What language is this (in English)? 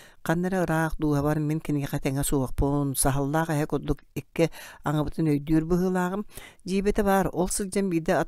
Yakut